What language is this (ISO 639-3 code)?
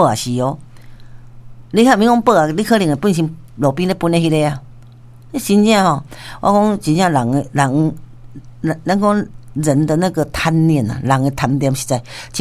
nan